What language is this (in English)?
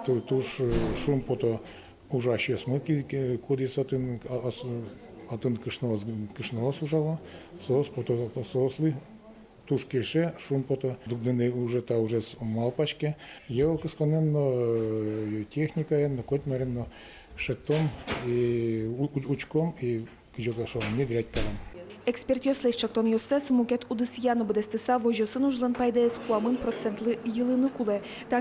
Udmurt